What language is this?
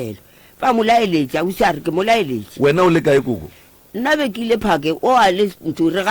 Northern Sotho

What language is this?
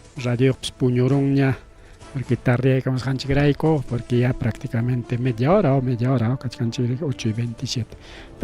Ayacucho Quechua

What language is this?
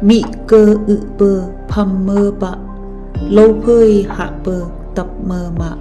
Phom Naga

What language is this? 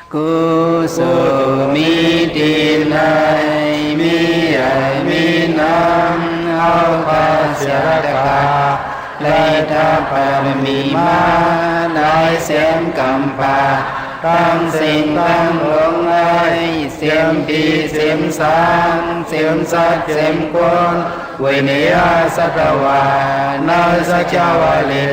Shan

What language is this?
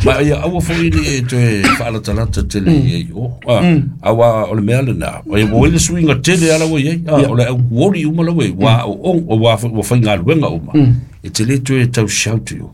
Samoan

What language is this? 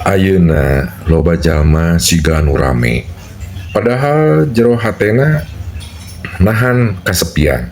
Sundanese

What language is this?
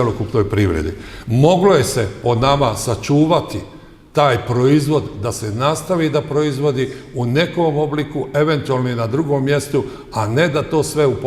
Bosnian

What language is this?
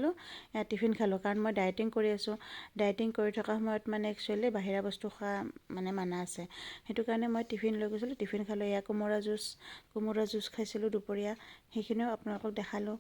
Assamese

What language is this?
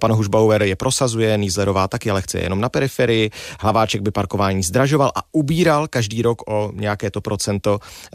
Czech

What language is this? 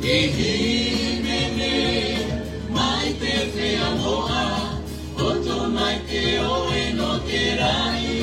Tahitian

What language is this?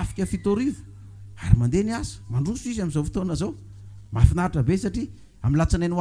Malagasy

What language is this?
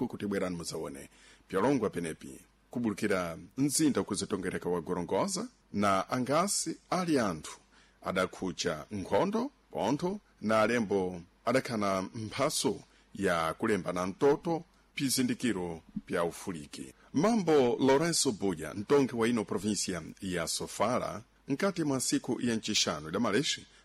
Sena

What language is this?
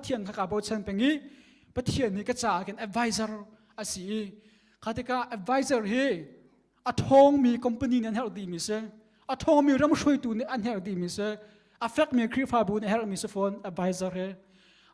Hakha Chin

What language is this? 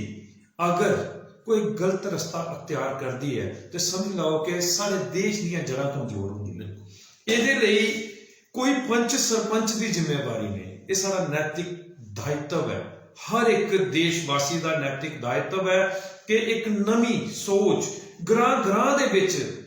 Dogri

